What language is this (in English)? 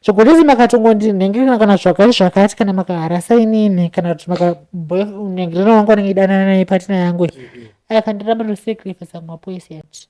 Shona